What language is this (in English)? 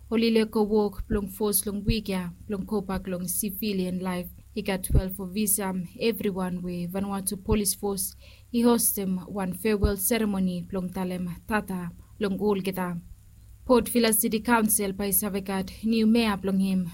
Bislama